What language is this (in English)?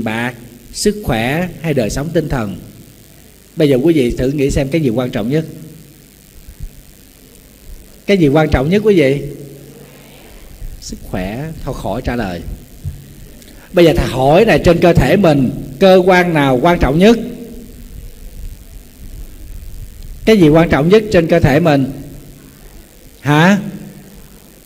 Vietnamese